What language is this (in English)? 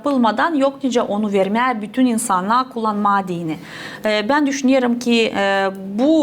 Gagauz